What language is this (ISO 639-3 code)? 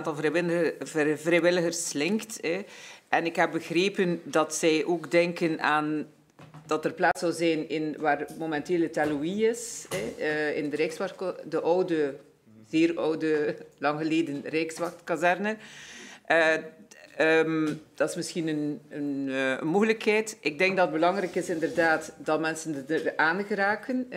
nld